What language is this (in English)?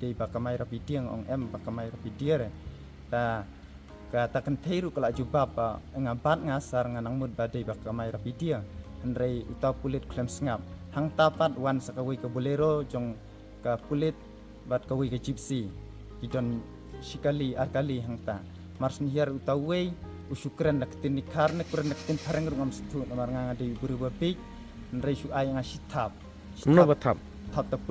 Khasi